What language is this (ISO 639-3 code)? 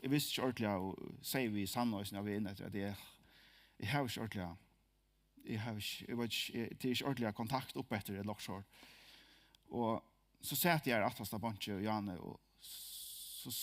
fao